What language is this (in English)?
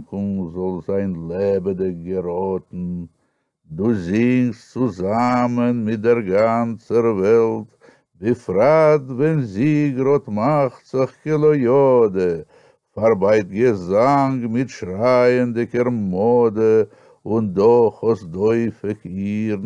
Yiddish